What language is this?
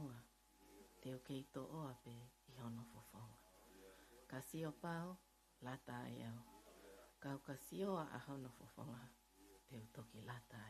Tongan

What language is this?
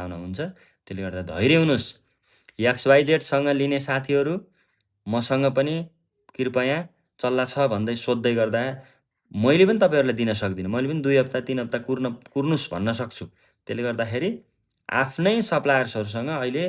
Nepali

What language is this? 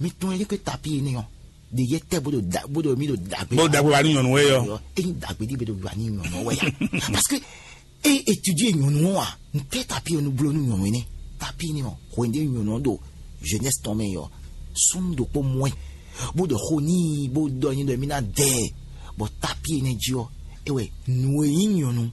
Fon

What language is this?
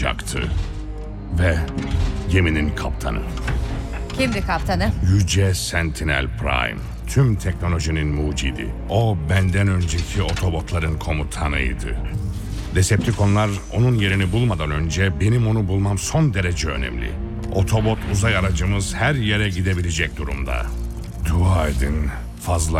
Turkish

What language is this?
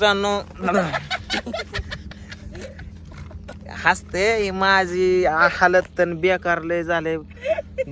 Marathi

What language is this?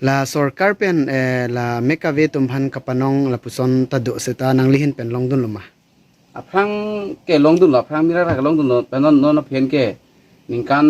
Karbi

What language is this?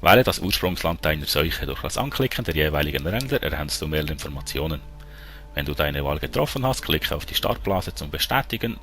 Swiss German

